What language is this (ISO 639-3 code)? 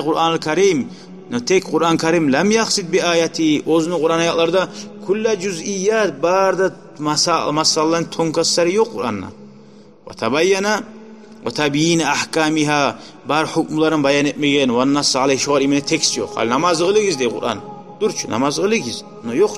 kum